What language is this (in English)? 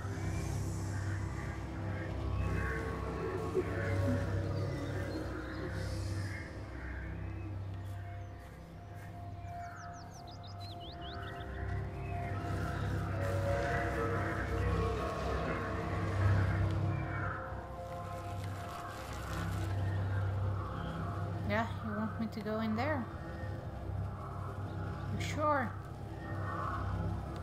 English